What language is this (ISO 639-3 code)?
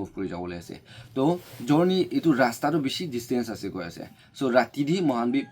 nag